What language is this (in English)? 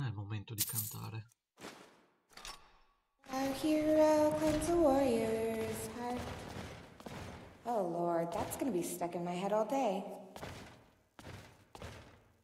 Italian